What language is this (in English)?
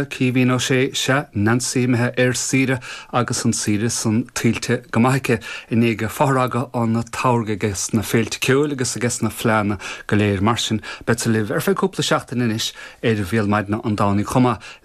Irish